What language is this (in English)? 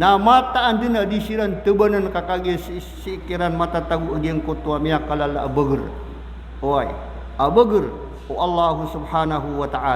Maranao